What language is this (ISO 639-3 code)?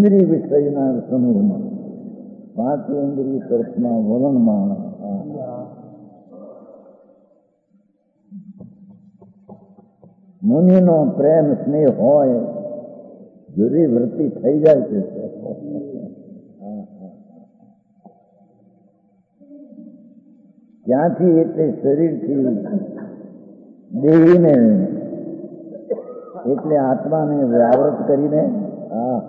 guj